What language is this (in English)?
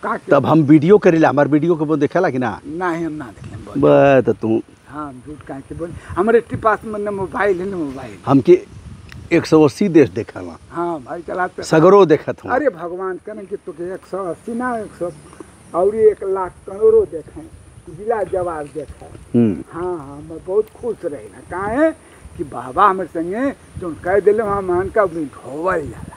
Bhojpuri